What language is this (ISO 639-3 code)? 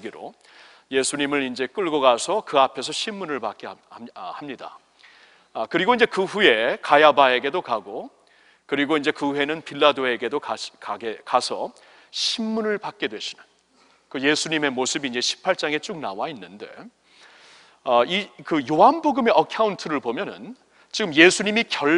kor